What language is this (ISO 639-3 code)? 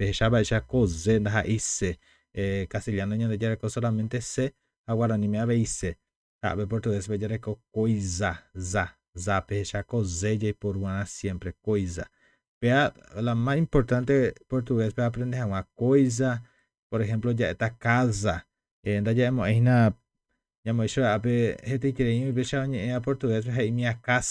grn